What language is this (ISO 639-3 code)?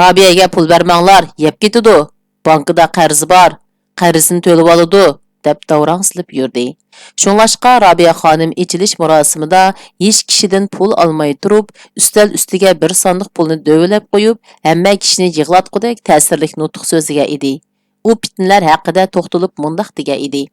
uig